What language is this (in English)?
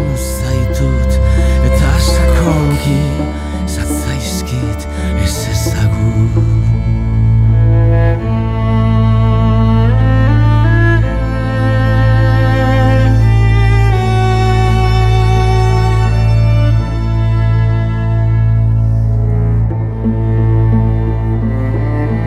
Basque